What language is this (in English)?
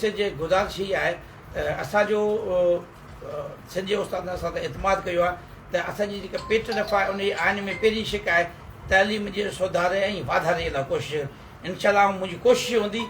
Sindhi